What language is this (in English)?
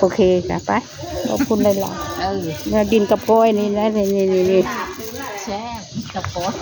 Northeastern Thai